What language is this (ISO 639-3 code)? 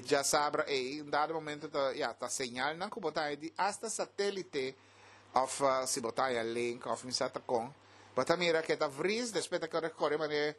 pap